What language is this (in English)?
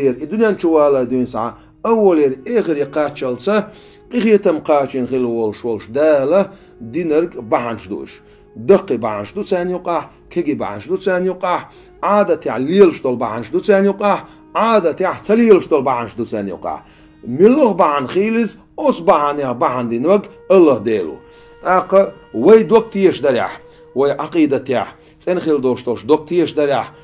Chechen